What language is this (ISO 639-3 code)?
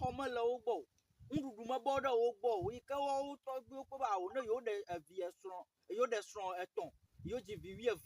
ewe